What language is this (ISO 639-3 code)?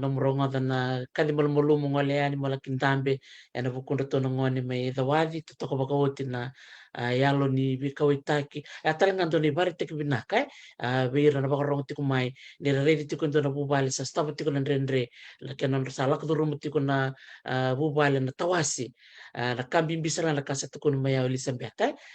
fij